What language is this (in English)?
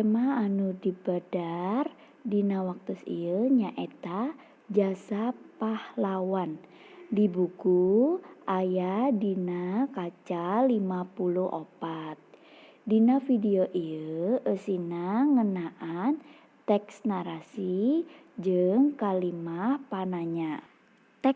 Sundanese